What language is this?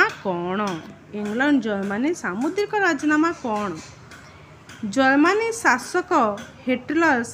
Odia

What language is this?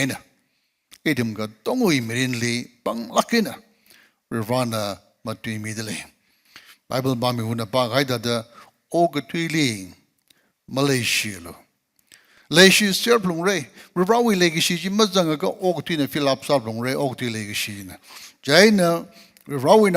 Tangkhul Naga (India)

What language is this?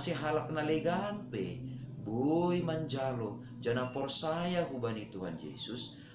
Batak Simalungun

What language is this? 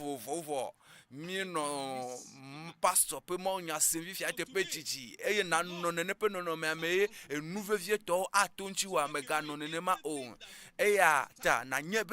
Ewe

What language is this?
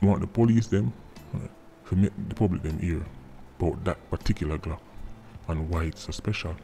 Jamaican Creole English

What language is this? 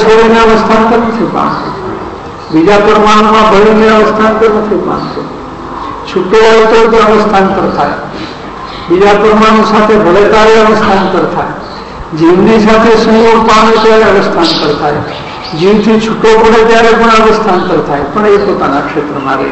Gujarati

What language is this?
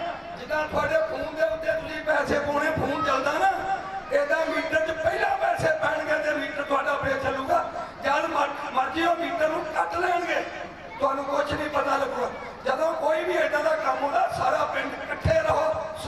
Punjabi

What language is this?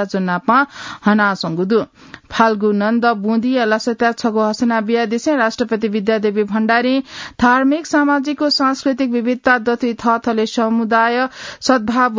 Newari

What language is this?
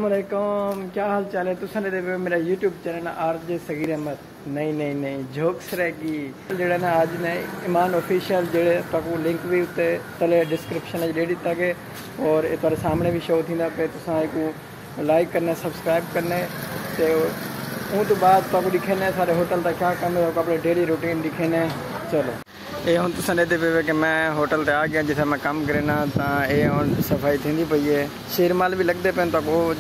Saraiki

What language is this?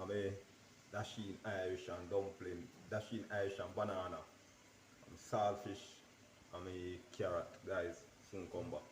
Jamaican Creole English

